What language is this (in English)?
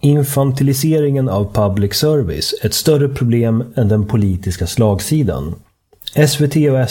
Swedish